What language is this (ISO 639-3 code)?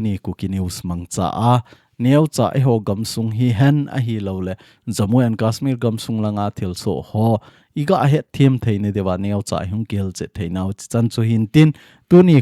tcz